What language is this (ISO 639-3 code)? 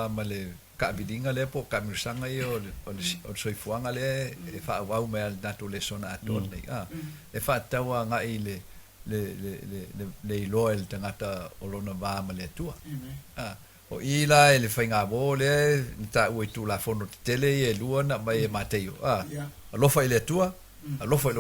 smo